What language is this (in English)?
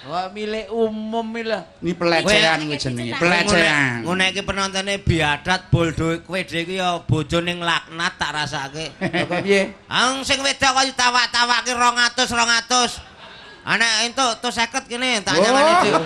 Javanese